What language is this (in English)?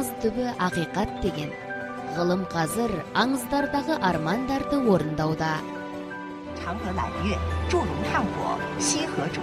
Kazakh